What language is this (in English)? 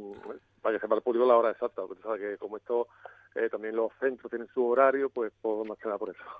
Spanish